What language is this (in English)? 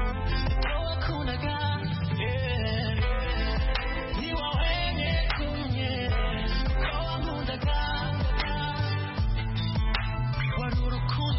Kinyarwanda